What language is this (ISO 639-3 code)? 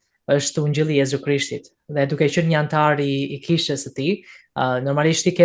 sqi